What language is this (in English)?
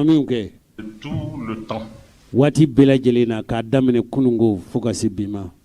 Bambara